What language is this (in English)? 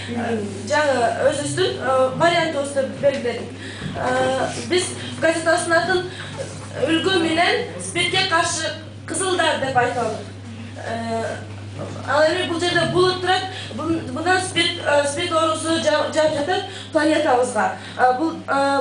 Kyrgyz